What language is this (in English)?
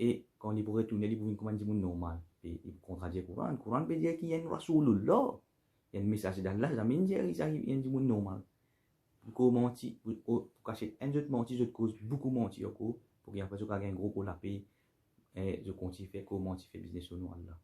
Morisyen